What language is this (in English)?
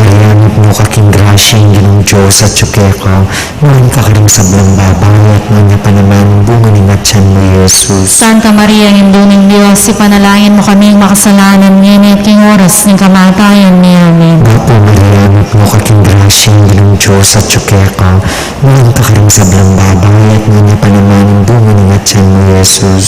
Pampanga